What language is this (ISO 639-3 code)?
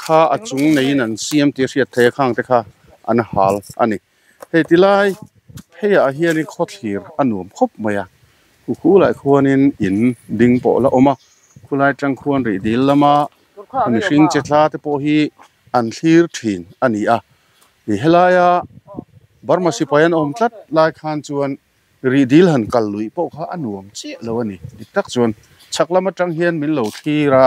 lus